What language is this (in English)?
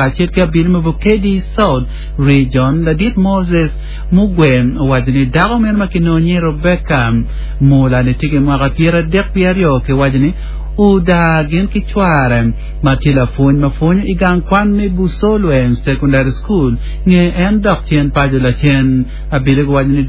Acoli